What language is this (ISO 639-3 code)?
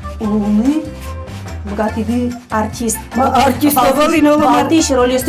udm